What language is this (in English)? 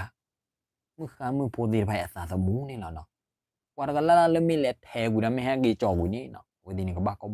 S'gaw Karen